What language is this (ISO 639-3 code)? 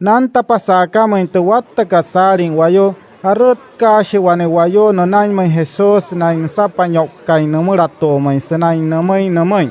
guc